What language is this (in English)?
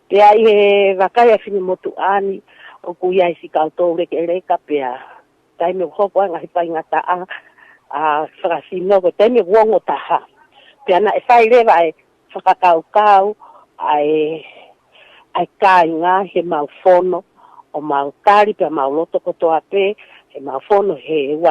Tongan